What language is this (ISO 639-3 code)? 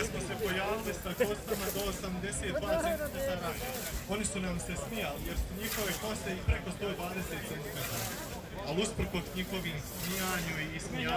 hrv